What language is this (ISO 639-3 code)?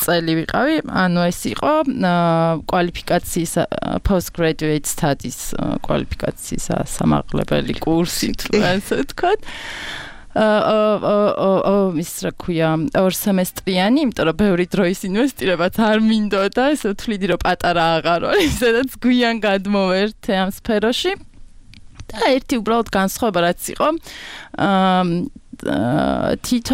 kat